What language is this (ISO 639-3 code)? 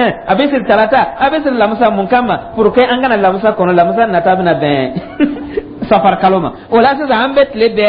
dyu